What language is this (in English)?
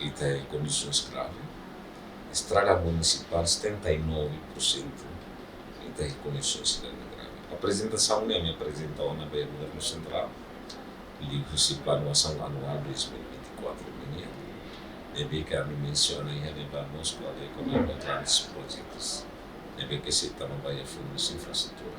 Tetum